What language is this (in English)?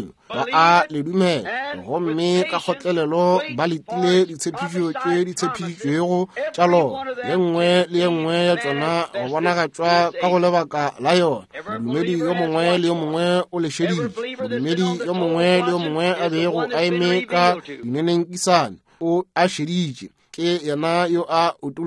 Northern Sotho